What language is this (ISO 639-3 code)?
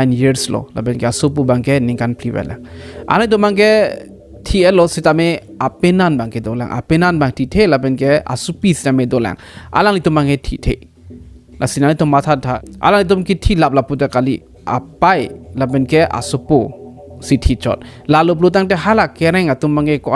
mjw